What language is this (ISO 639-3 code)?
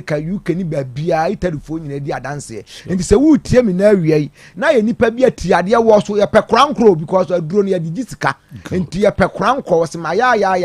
aka